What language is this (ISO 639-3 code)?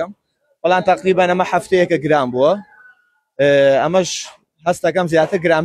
ckb